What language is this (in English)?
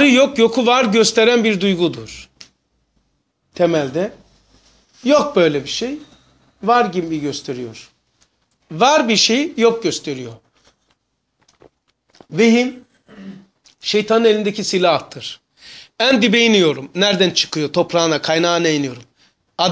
Turkish